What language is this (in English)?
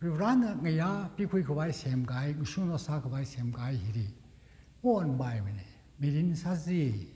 Tangkhul Naga (India)